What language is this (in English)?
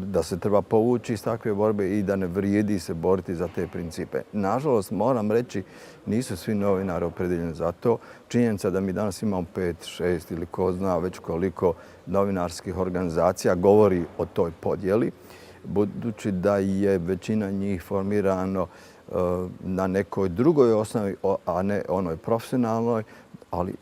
Bosnian